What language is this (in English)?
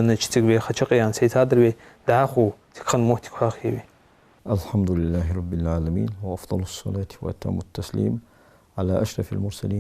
Ingush